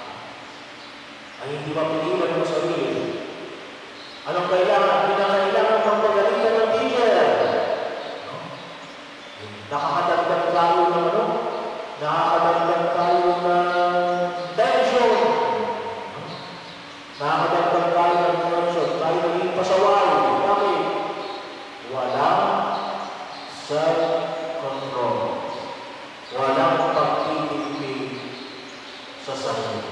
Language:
Filipino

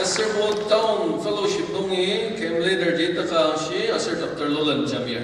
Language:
Ao Naga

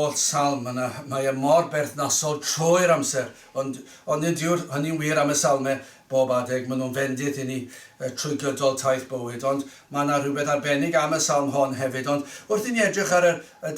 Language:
Welsh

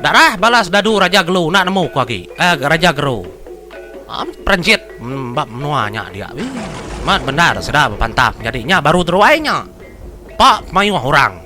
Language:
Iban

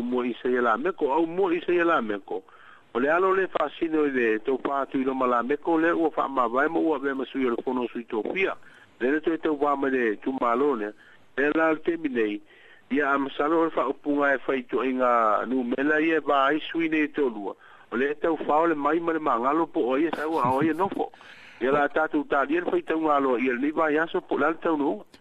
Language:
Samoan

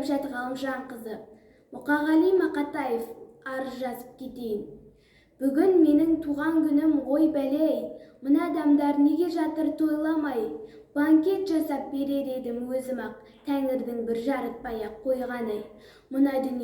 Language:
Kazakh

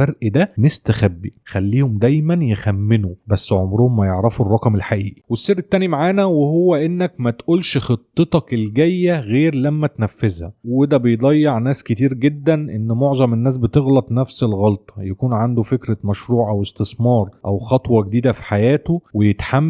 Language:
Egyptian Arabic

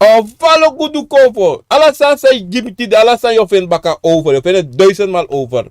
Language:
Sranan Tongo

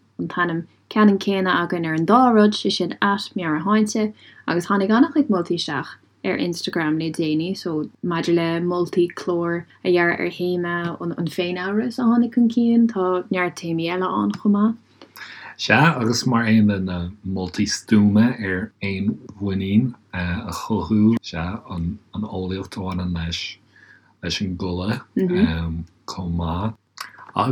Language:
Irish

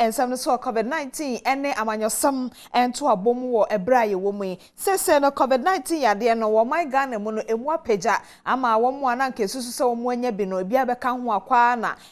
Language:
Akan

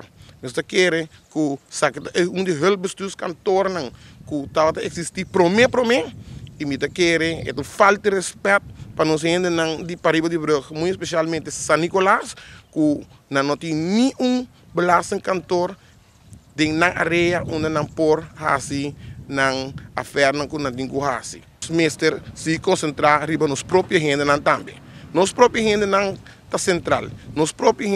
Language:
Papiamento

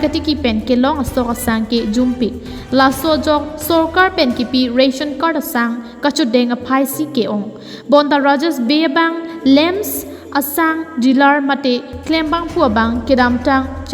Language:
Karbi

